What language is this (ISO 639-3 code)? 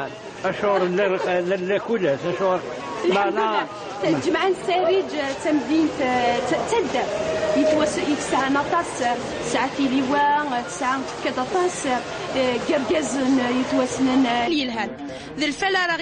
kab